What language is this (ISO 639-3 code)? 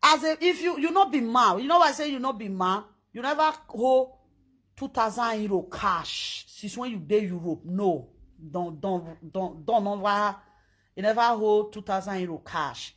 pcm